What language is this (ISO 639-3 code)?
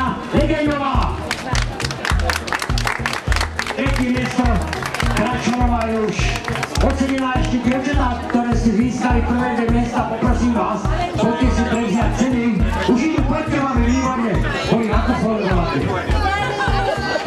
slk